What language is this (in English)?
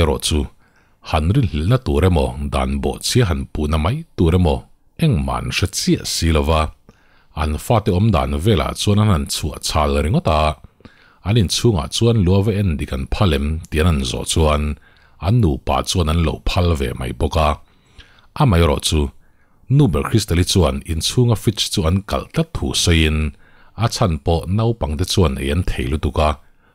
Mizo